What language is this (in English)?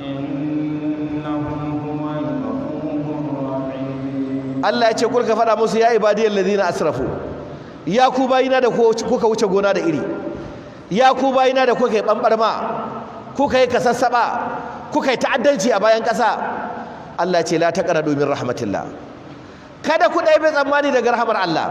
Hausa